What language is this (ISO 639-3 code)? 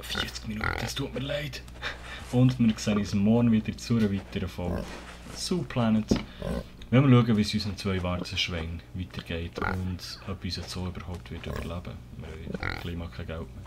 gsw